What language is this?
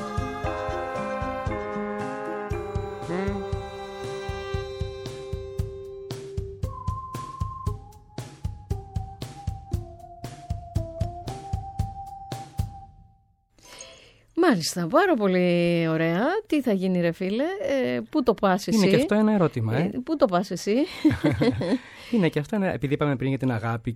Greek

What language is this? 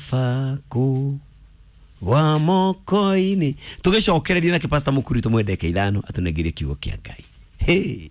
Kikuyu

